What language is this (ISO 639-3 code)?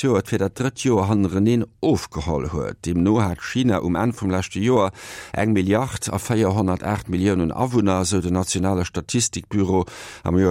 ltz